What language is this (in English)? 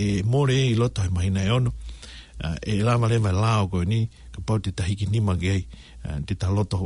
Tongan